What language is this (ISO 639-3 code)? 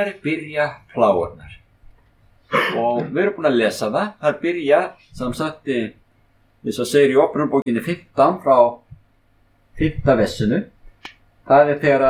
isl